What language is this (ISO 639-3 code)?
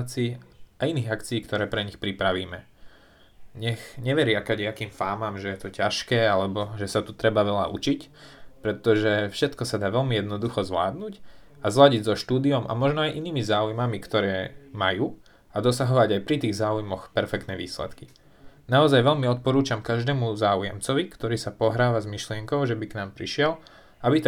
slk